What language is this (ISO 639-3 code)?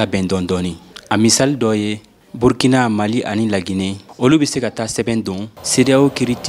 bam